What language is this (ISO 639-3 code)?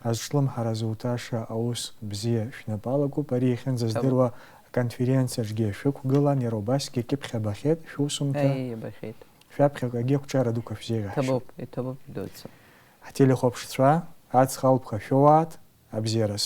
abk